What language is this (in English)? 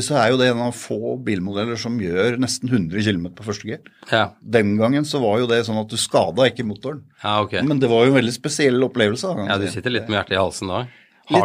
Norwegian